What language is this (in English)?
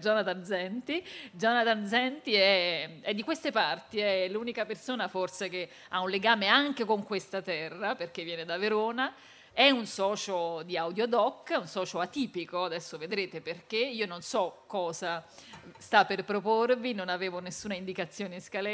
Italian